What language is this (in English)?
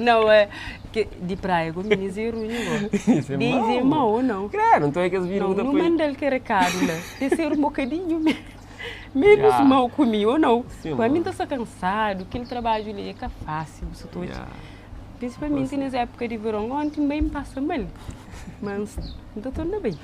Kabuverdianu